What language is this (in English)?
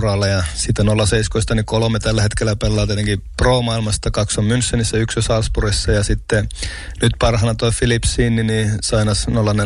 Finnish